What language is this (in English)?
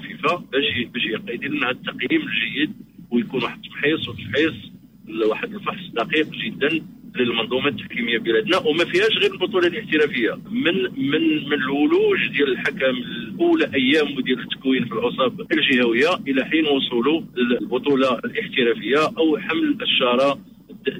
Moroccan Arabic